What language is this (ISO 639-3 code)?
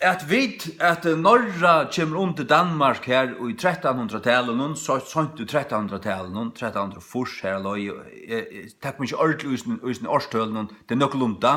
fao